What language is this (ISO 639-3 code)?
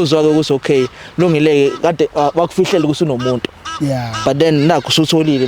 zul